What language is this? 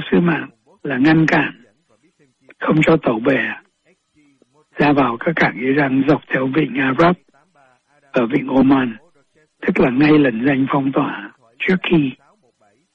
Vietnamese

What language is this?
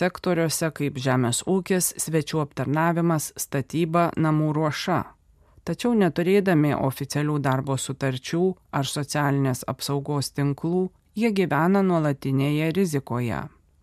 Lithuanian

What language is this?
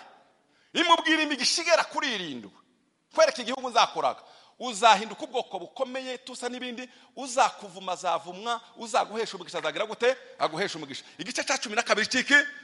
Kinyarwanda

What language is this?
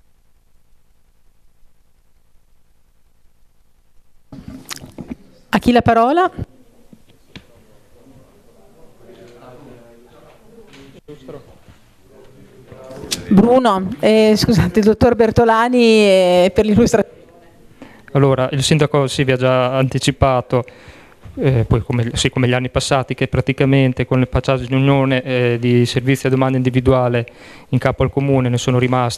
Italian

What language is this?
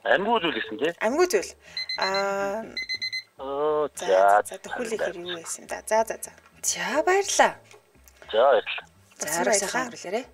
Mongolian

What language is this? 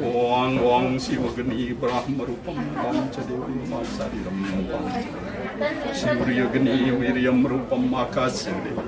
Balinese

